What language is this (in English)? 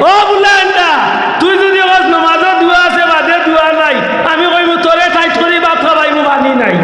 Sylheti